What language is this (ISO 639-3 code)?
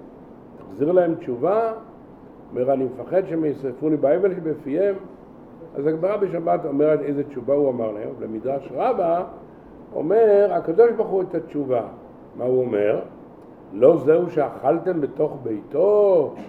heb